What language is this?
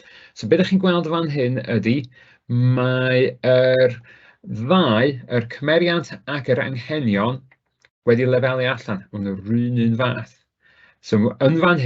Welsh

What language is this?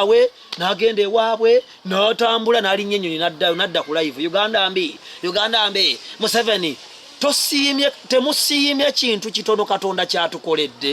Ganda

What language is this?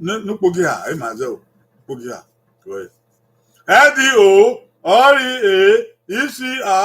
Bini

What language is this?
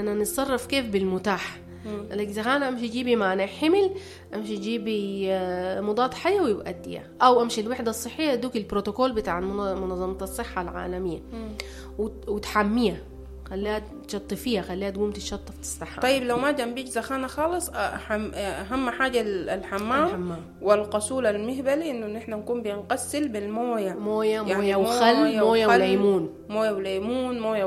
Sudanese Arabic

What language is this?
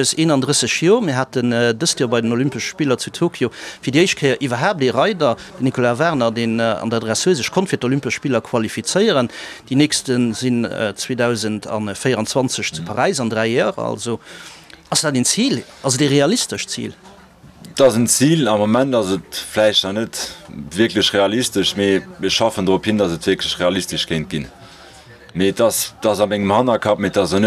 Luxembourgish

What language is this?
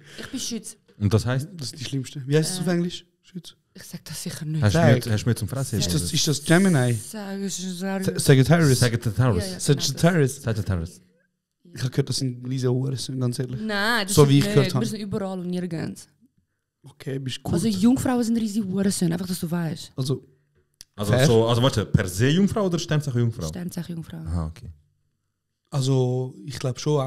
Swiss German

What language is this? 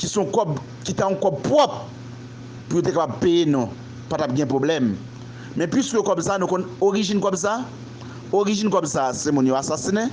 Haitian Creole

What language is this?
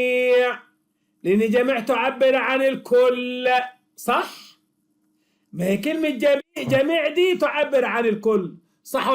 Egyptian Arabic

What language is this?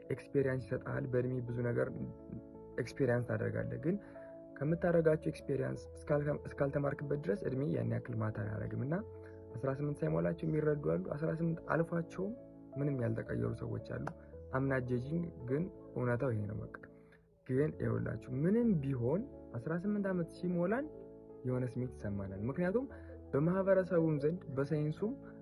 Amharic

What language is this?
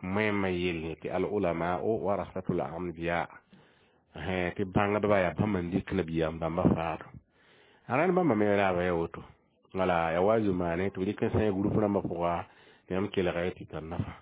Mossi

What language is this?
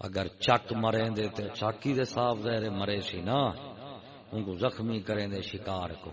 Saraiki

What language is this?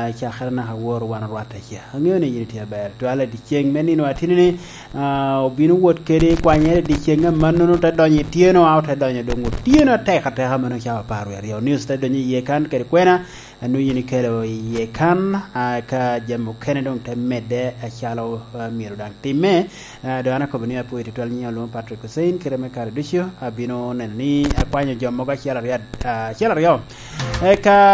Lango (Uganda)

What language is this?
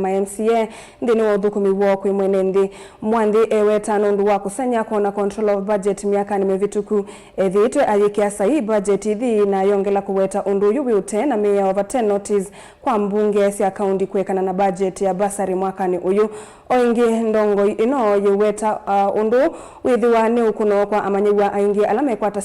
Kamba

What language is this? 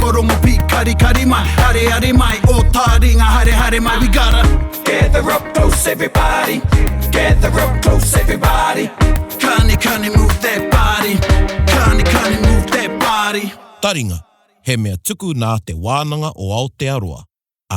Māori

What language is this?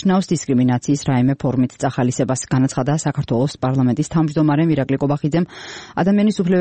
Georgian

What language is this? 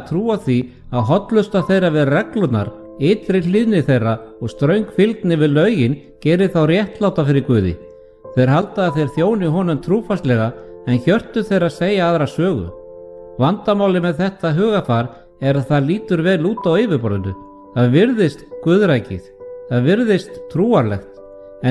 Icelandic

